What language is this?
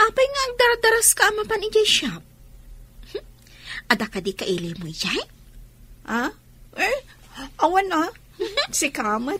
Iloko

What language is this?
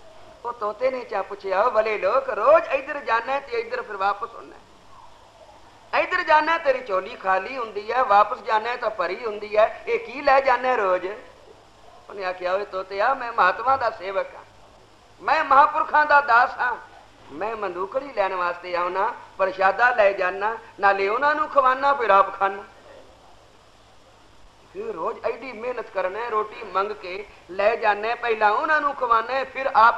Punjabi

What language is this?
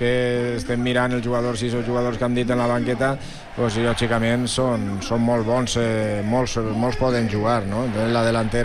Catalan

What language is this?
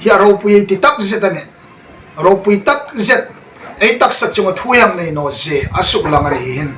Hmar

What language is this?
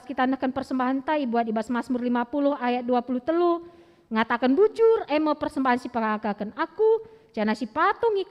Batak Karo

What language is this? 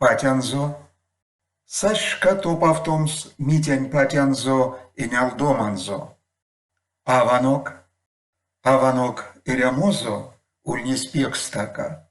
Erzya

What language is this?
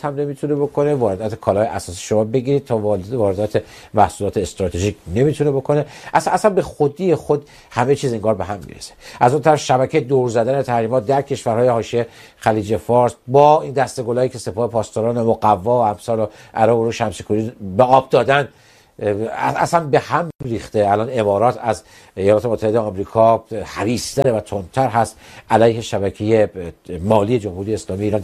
Persian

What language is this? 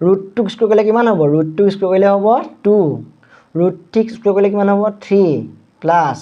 Assamese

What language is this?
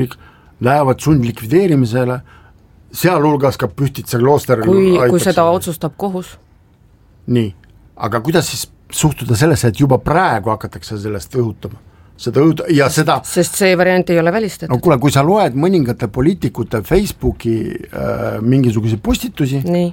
Estonian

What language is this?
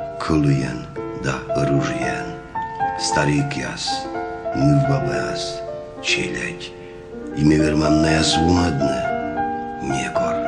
Komi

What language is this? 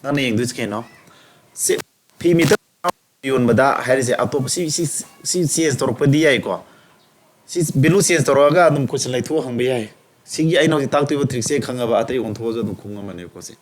Manipuri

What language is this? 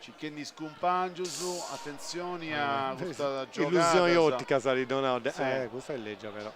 Sardinian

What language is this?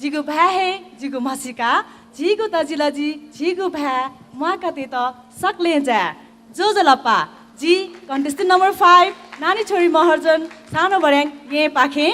Newari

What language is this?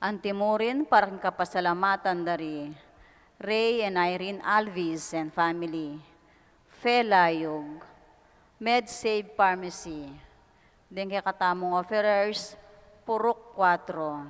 Pampanga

